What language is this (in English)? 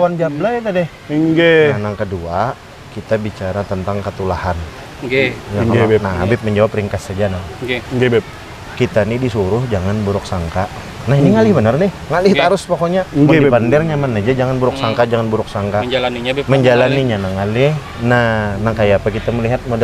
Banjar